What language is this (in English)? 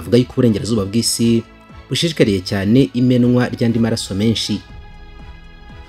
Kinyarwanda